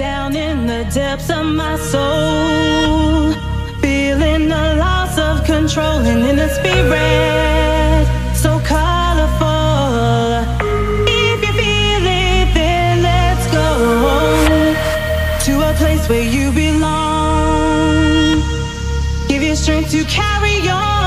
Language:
English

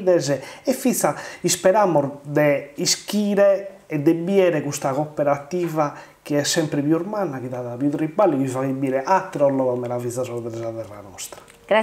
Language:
Sardinian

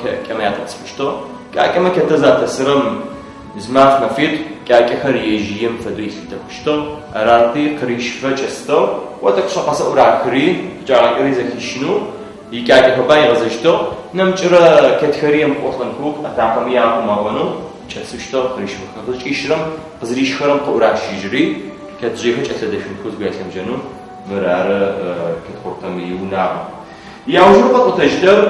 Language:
Adyghe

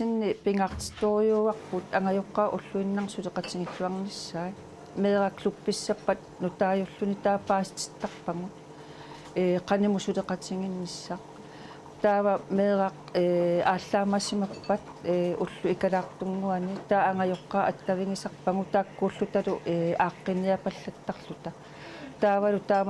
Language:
Kalaallisut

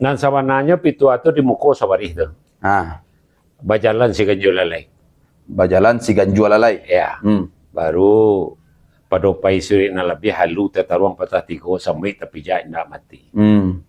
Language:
Minangkabau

